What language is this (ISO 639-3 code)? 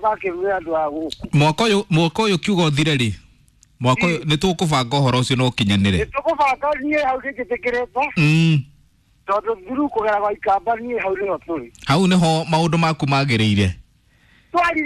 kik